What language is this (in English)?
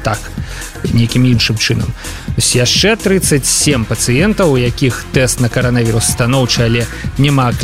Belarusian